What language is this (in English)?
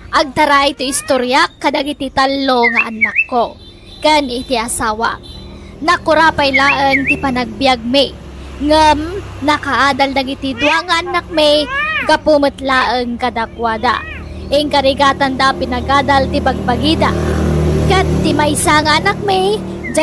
Iloko